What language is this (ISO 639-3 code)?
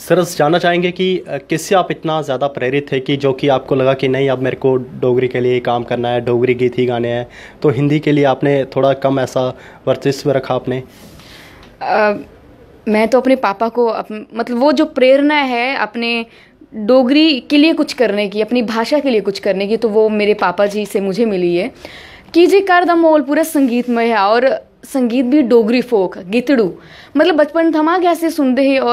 doi